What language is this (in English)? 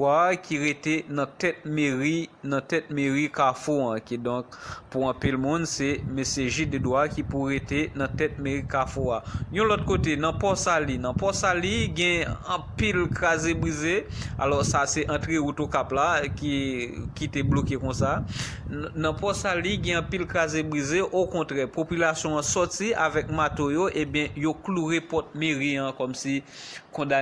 Haitian Creole